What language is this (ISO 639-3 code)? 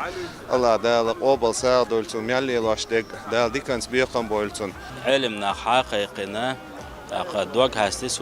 che